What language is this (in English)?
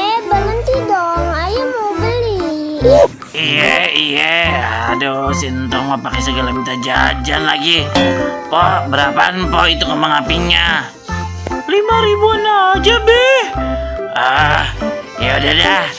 Betawi